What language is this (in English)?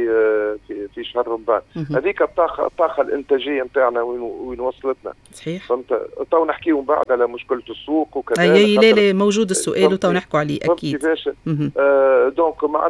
Tunisian Arabic